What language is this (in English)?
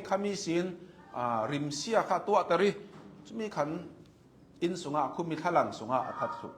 Hakha Chin